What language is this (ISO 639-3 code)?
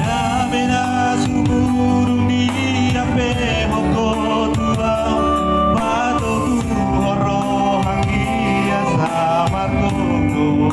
bbc